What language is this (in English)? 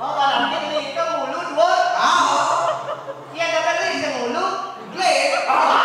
Balinese